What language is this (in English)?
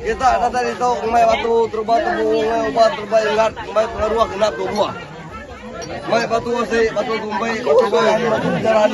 Iban